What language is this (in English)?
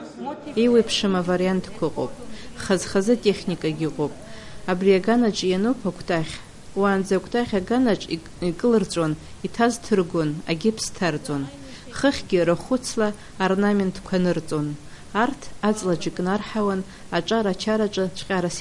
Abkhazian